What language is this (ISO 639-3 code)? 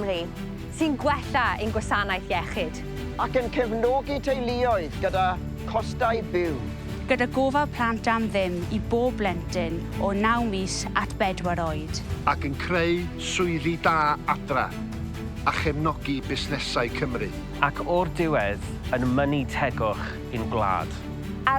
cym